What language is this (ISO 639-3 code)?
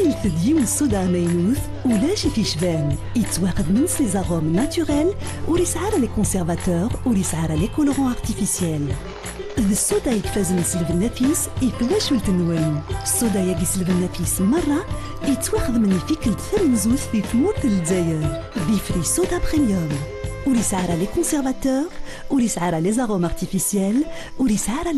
kab